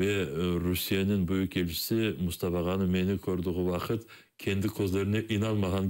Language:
Crimean Tatar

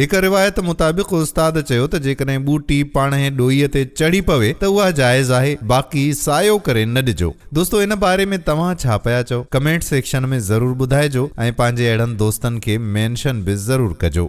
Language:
Sindhi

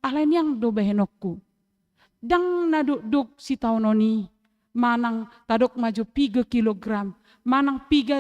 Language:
Batak Toba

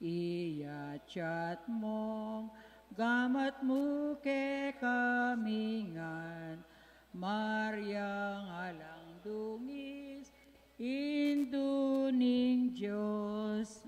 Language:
Pampanga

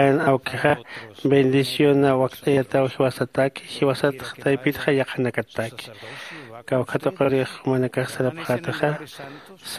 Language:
Aymara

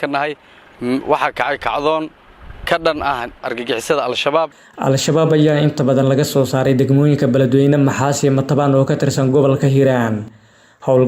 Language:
Somali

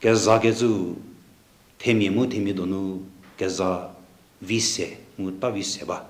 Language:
Angami Naga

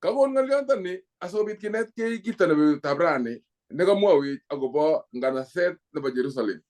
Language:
Kalenjin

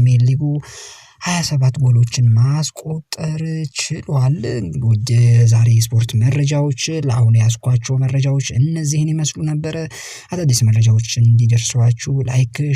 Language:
Amharic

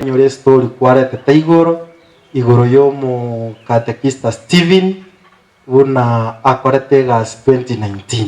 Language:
Gusii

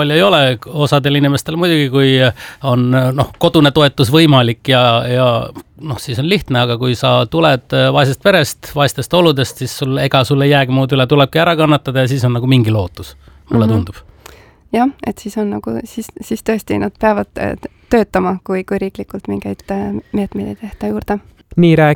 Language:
Estonian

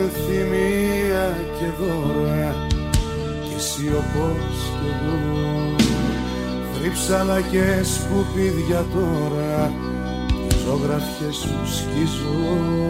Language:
Greek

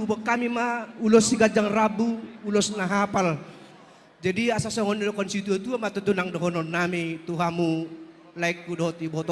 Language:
Batak Toba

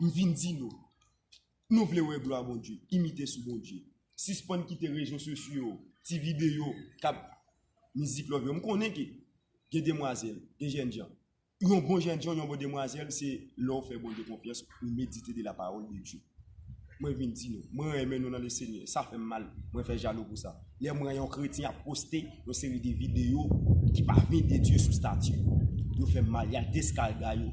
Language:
Haitian Creole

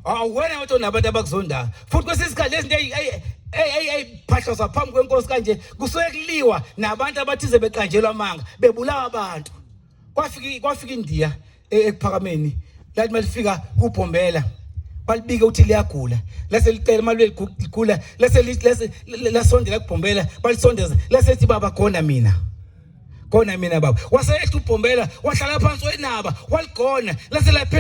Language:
Zulu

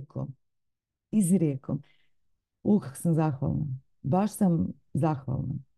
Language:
Bosnian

